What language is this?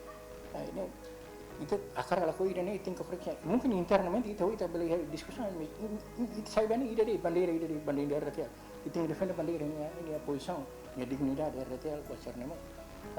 Tetum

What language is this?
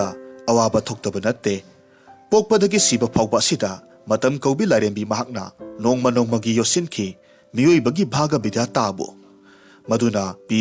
Manipuri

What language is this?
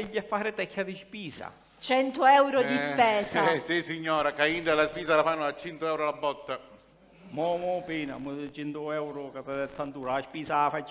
Sicilian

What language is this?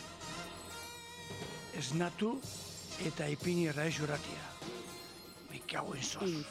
Basque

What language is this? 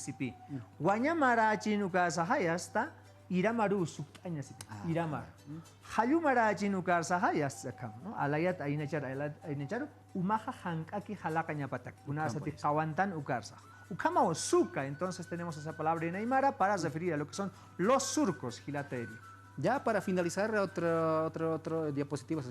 Aymara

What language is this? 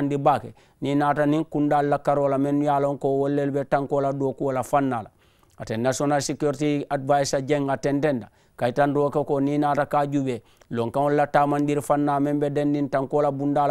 Mandingo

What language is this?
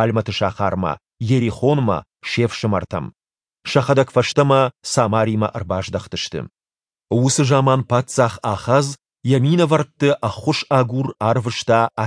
Ossetic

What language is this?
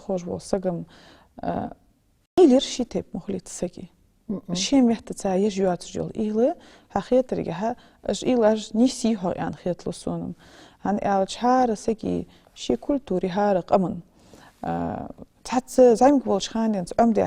Ingush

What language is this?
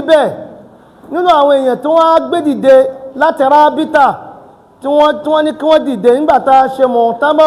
Yoruba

